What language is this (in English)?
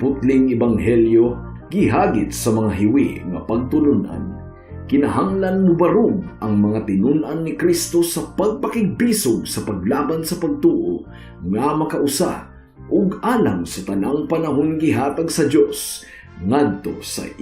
Cebuano